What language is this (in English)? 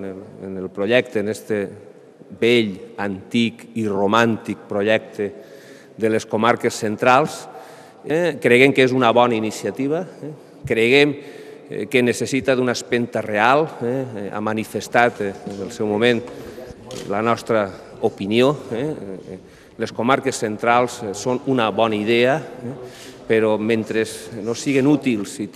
Catalan